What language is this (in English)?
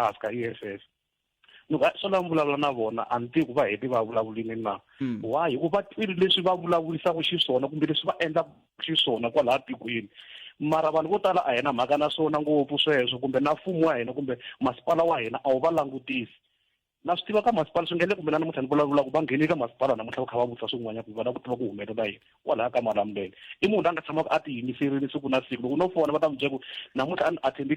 Tsonga